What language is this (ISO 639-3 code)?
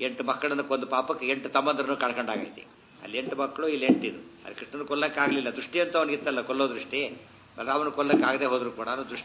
kan